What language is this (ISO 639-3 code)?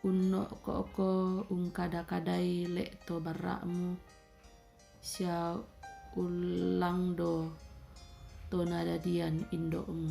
sda